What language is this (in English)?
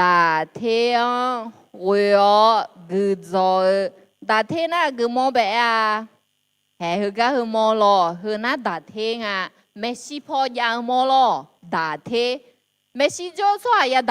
Akha